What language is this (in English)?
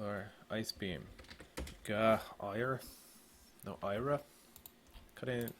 Irish